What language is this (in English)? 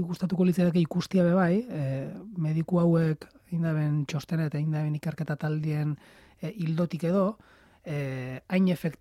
Basque